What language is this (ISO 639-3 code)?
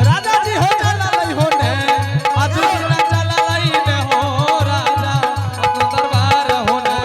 anp